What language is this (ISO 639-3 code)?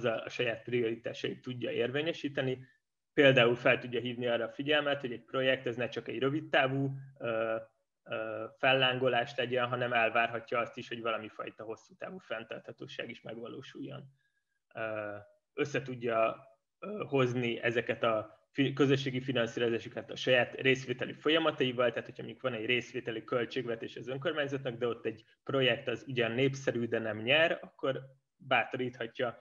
hun